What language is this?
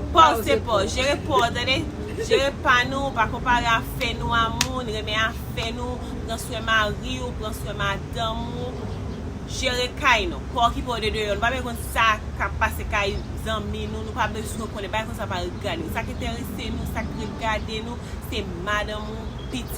Haitian Creole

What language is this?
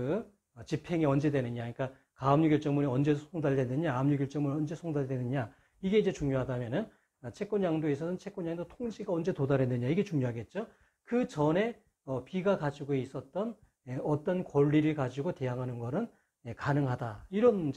Korean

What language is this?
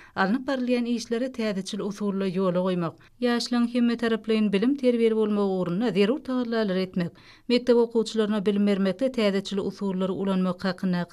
Turkmen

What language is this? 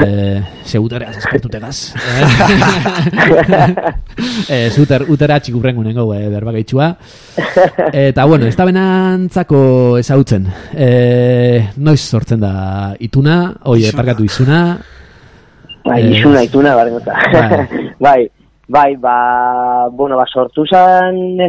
Basque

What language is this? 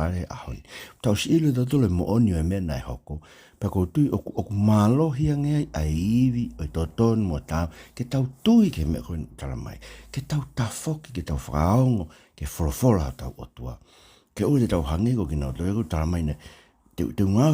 Tongan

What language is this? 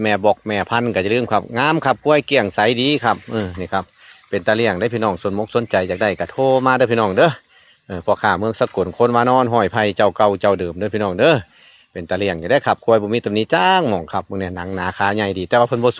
Northeastern Thai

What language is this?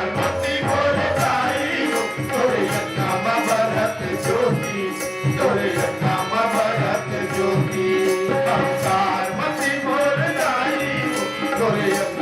Chhattisgarhi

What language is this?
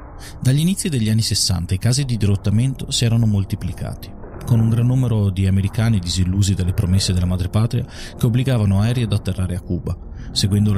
Italian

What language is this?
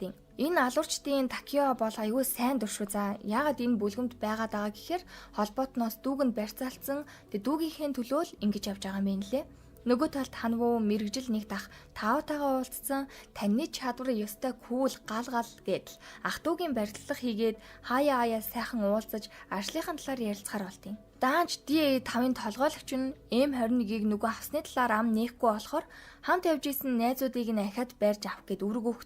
Mongolian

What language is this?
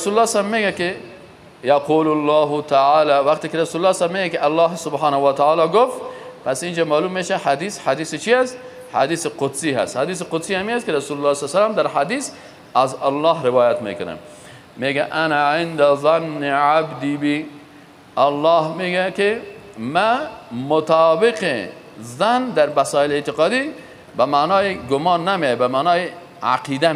Persian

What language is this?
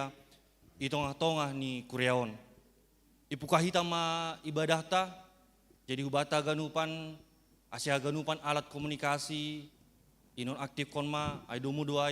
Batak Simalungun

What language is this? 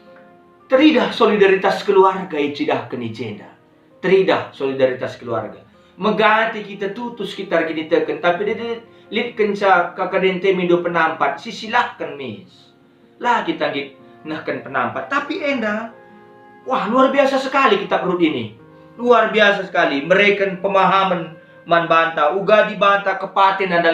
Batak Karo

